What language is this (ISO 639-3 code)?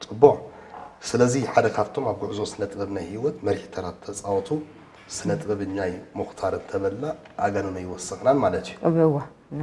tir